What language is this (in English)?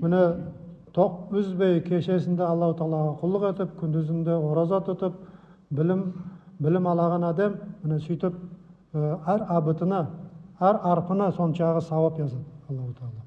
Nogai